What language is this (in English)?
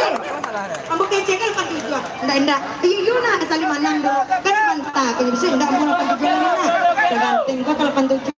Minangkabau